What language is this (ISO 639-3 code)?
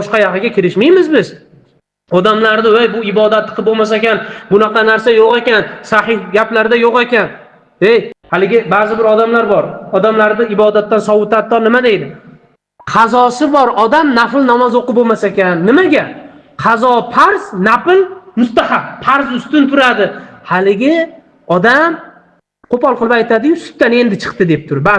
uzb